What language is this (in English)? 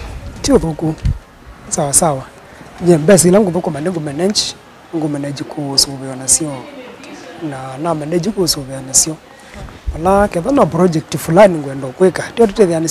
Kamba